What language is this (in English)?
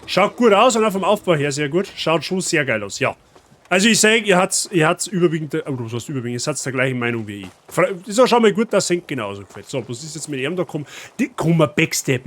Bavarian